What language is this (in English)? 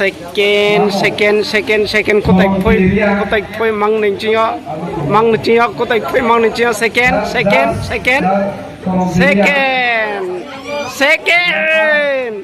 Riang (India)